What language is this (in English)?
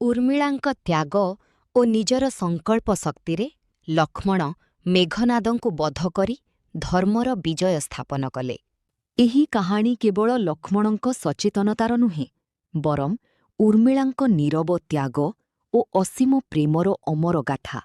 Odia